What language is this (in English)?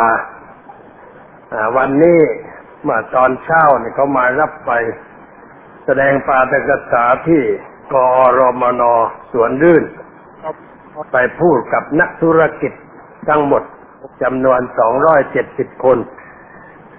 Thai